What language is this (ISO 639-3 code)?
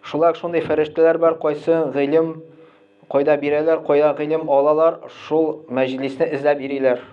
tat